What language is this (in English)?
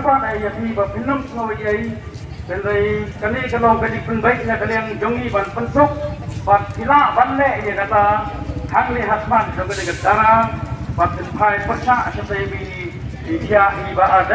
Khasi